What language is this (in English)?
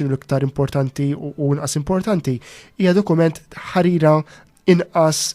Maltese